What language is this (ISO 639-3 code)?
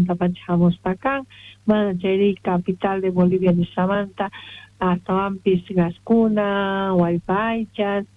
quh